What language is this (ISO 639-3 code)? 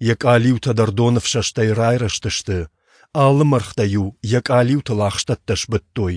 oss